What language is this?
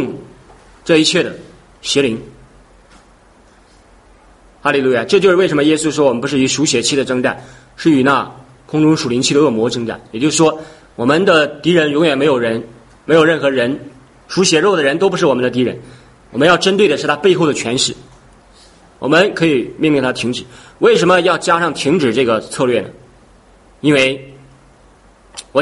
Chinese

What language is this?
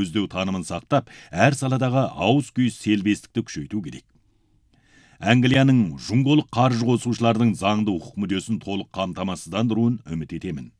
Kazakh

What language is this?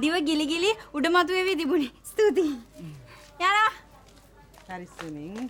Sinhala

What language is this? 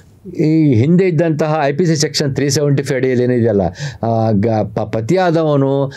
Kannada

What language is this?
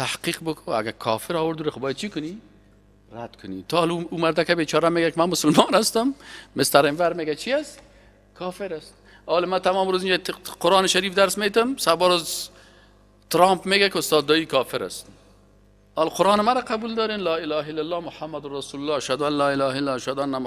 Persian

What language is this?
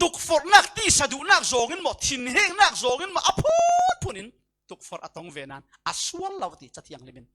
Falam Chin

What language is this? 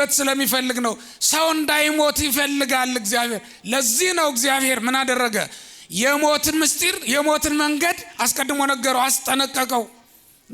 Amharic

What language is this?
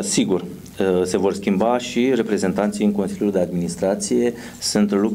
Romanian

